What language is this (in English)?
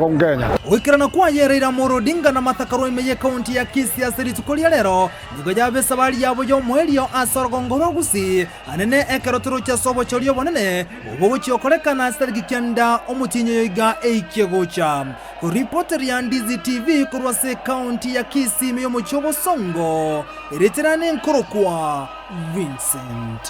Gusii